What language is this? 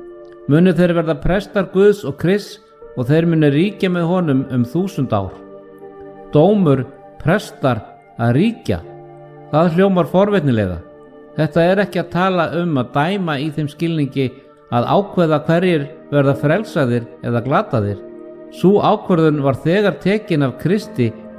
Icelandic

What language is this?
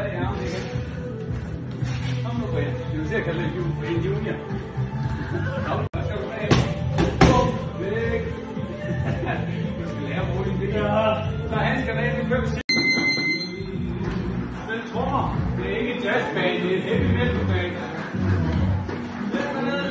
Danish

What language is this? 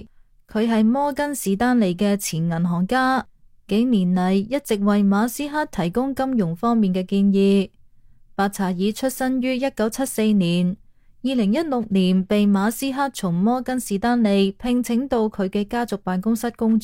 Cantonese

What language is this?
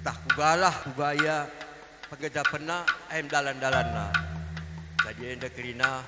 Batak Karo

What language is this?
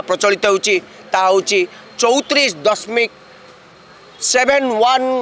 Odia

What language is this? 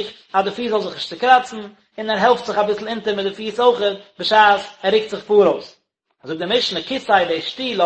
Yiddish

